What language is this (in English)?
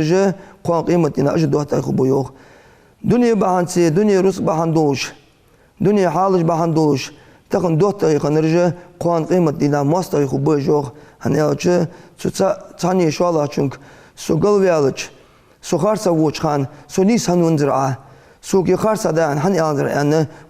Ingush